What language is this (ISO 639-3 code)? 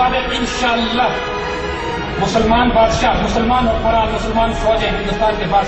urd